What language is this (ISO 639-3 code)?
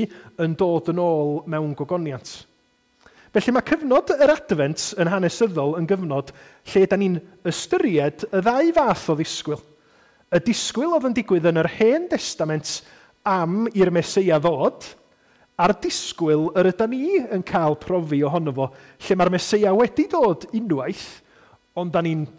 cym